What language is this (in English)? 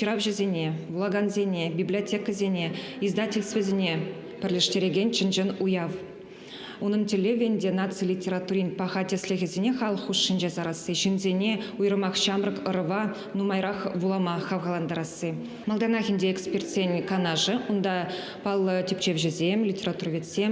Chuvash